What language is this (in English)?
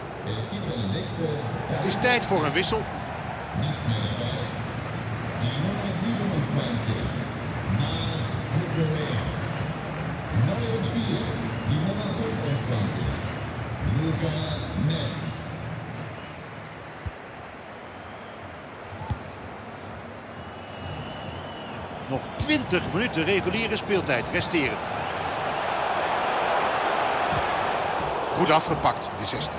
Dutch